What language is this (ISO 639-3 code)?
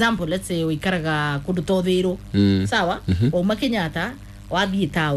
kik